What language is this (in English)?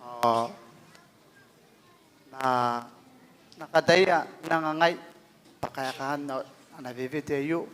Gilbertese